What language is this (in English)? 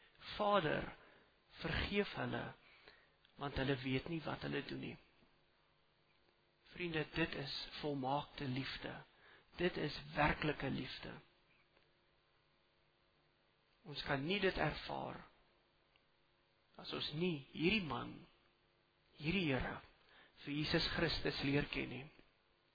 Afrikaans